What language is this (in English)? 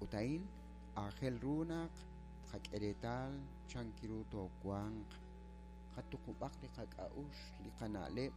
Kekchí